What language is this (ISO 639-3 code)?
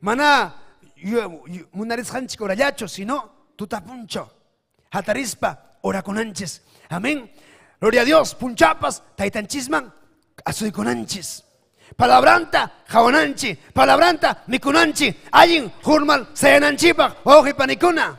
quy